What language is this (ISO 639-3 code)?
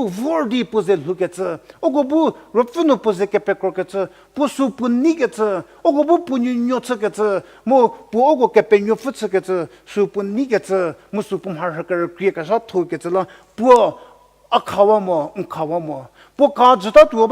njm